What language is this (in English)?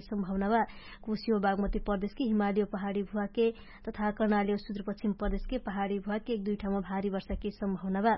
Dangaura Tharu